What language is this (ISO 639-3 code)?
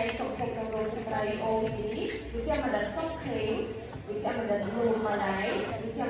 khm